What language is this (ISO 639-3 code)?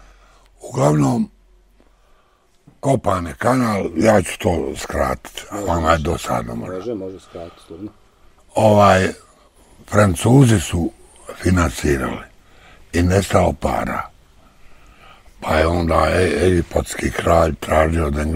bos